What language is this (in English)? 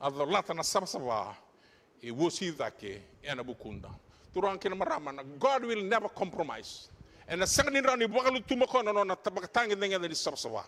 Fijian